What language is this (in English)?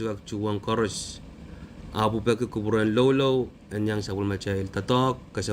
Pohnpeian